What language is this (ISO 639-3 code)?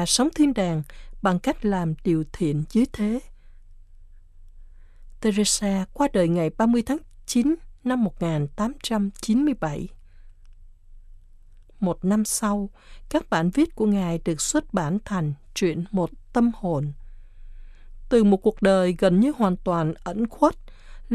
vie